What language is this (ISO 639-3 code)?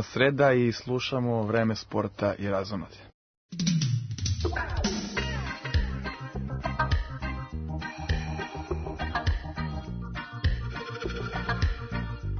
srp